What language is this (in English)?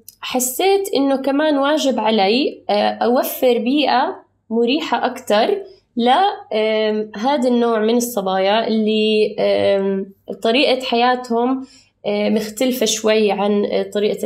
North Levantine Arabic